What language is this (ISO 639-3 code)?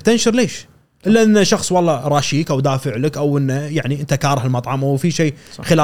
afb